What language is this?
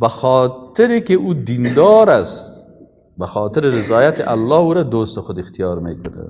Persian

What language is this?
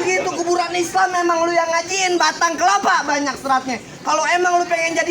Betawi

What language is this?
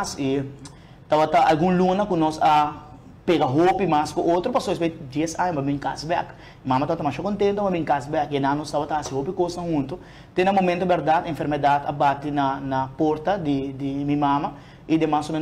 Papiamento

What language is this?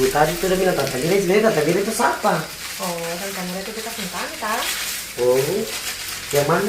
Ambonese Malay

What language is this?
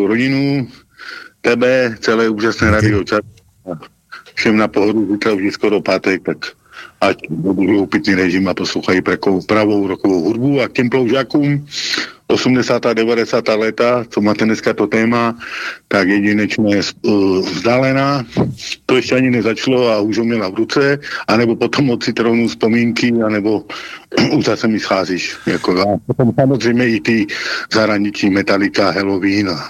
Czech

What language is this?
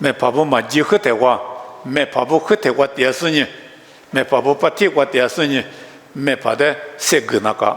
Lisu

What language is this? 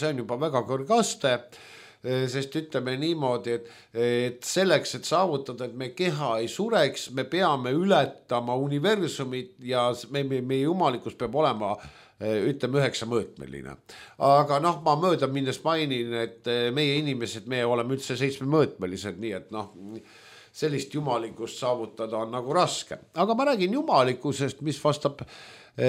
Estonian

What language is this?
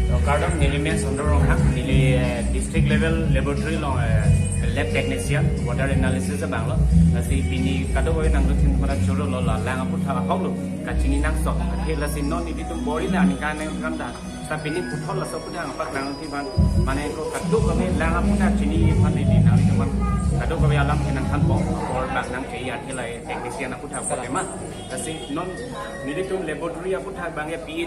Karbi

